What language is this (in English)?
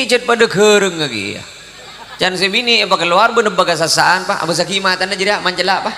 Madurese